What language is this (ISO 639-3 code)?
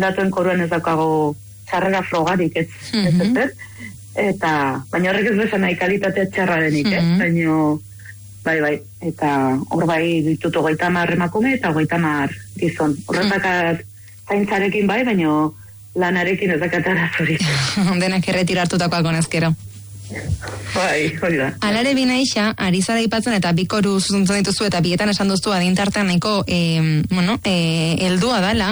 eus